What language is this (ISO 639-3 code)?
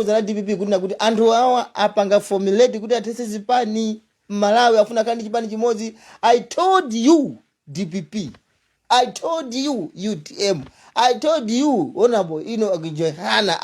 nya